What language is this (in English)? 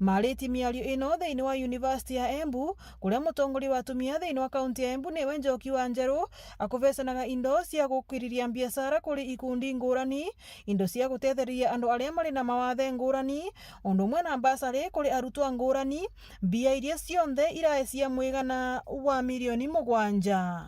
Meru